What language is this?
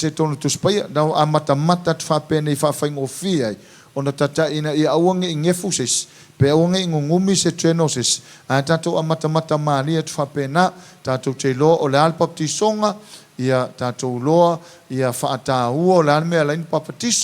Samoan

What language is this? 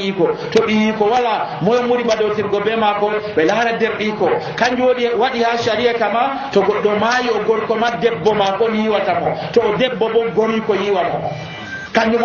Nigerian Fulfulde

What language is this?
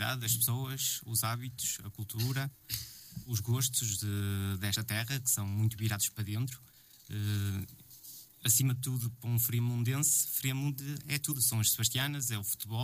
Portuguese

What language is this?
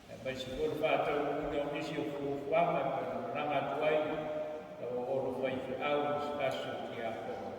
Samoan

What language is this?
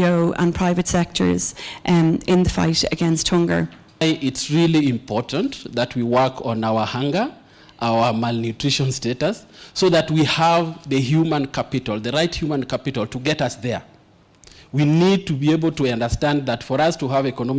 Kamba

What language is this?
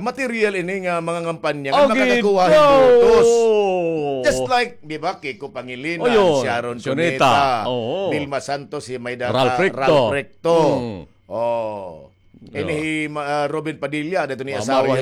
Waray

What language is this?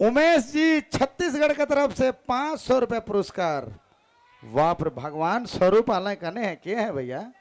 Sadri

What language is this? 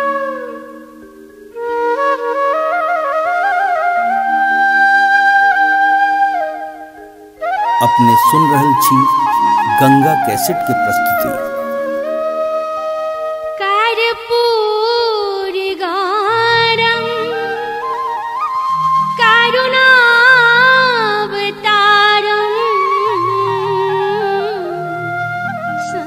Maithili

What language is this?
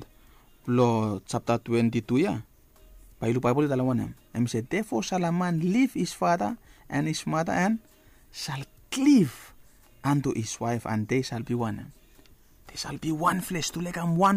Bislama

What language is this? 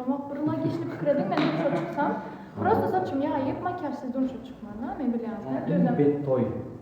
Turkmen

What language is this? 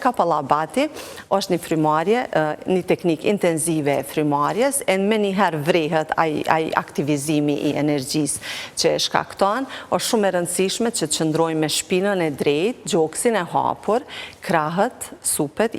Albanian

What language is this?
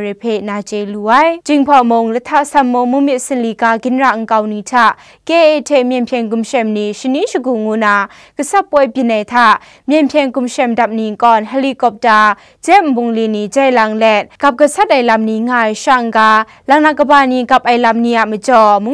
Kachin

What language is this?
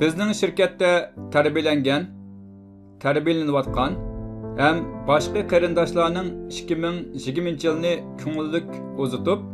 Uyghur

